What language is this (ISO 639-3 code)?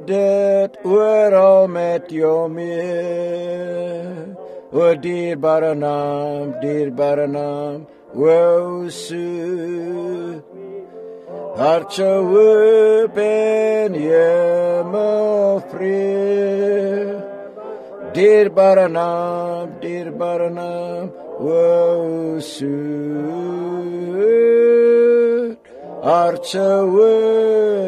afr